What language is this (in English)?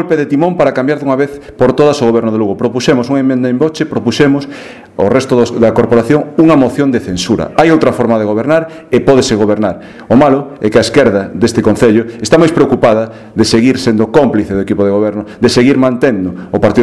Galician